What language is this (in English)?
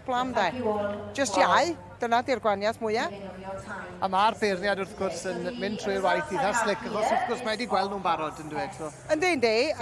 Welsh